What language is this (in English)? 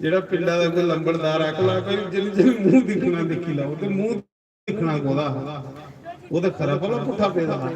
Dogri